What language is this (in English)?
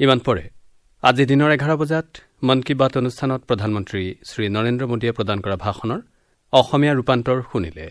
Assamese